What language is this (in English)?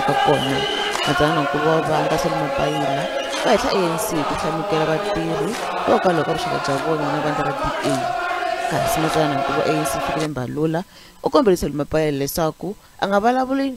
Tsonga